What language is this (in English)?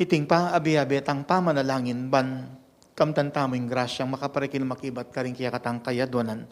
Pampanga